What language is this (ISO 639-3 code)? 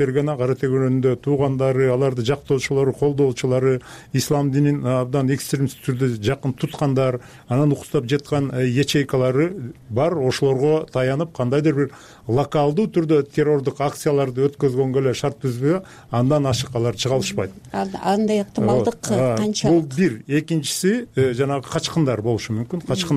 kir